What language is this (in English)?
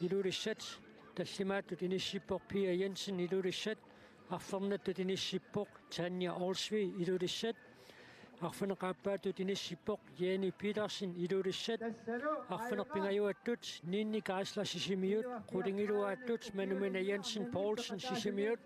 Kalaallisut